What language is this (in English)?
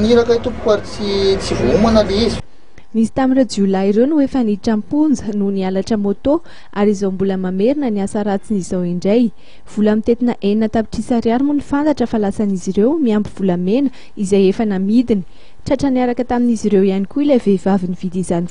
Malagasy